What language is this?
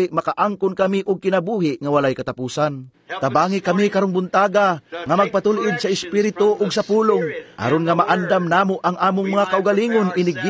Cebuano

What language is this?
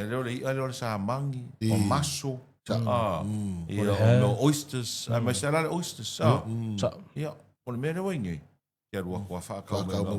Samoan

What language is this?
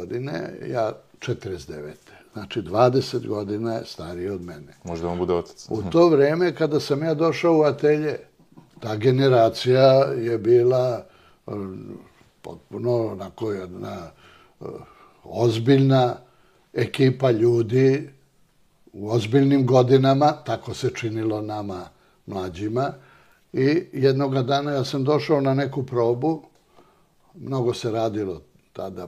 Serbian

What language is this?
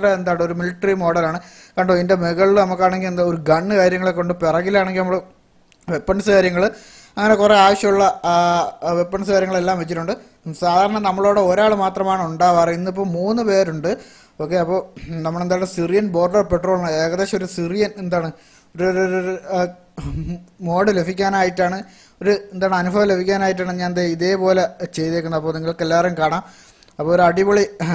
Malayalam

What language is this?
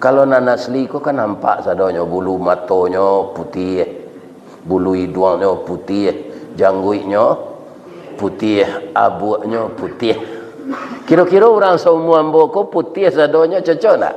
Minangkabau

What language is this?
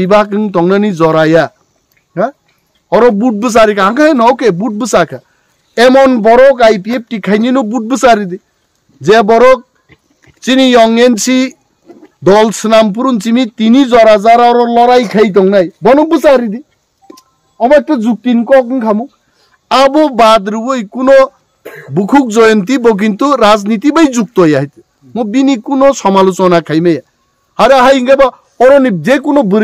Kok Borok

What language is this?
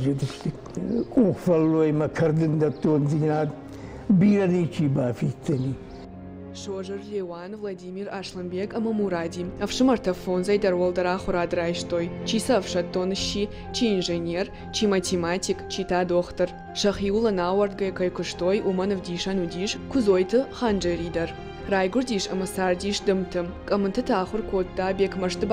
Ossetic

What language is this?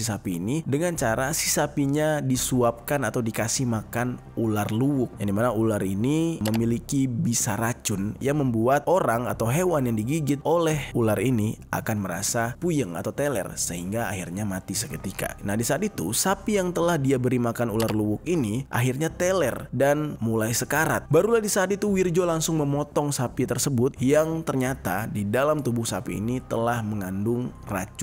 Indonesian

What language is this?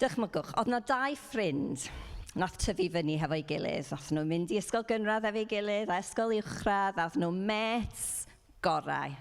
Welsh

